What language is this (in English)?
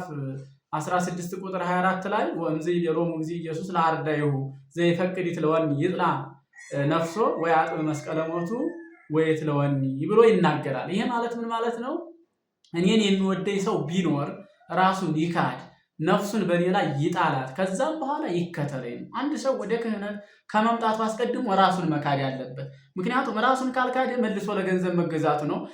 Amharic